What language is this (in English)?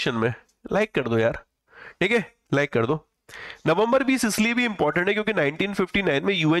Hindi